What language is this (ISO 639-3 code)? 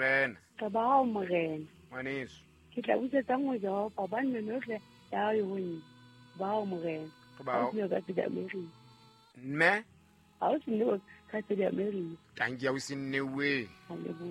sot